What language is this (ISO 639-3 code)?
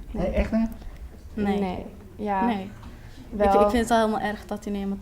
fry